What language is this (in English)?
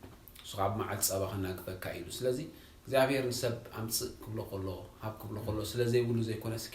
Tigrinya